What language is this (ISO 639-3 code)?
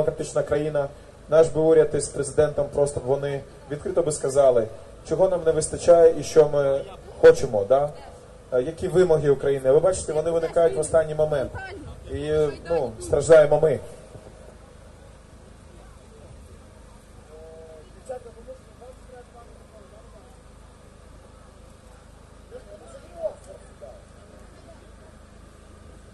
ukr